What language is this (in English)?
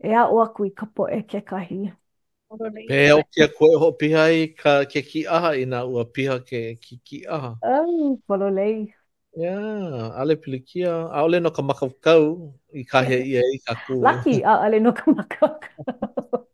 Hawaiian